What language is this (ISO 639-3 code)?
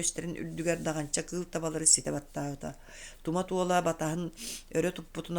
sah